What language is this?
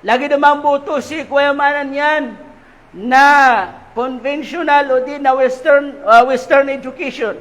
Maranao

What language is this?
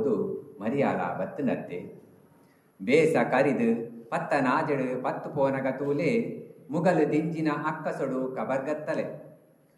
Tulu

